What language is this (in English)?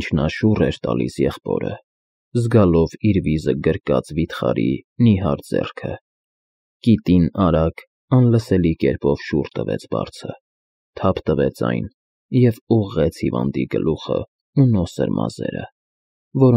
Armenian